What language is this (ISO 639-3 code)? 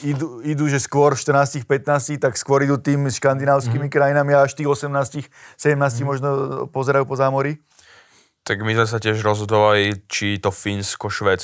slk